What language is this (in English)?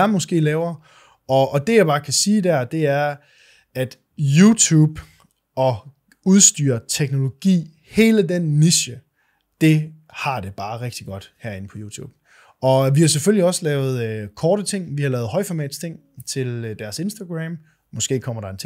Danish